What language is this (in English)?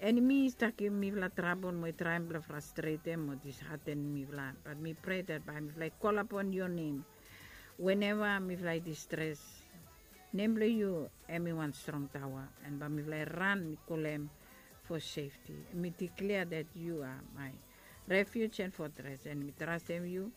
Bislama